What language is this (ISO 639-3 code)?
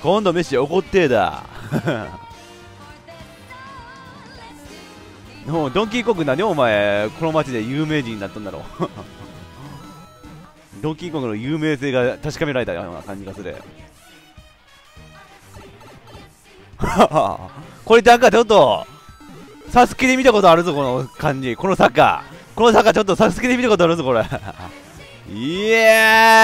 jpn